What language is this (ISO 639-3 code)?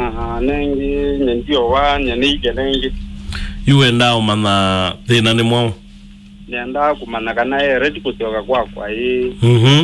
kam